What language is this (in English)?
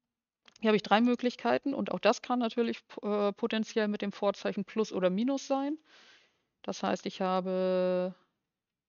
German